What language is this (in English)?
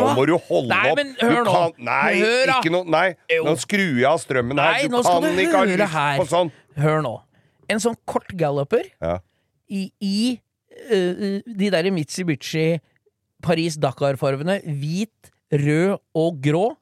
Norwegian